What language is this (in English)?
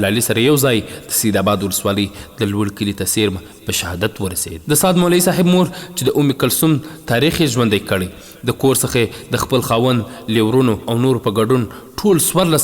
Pashto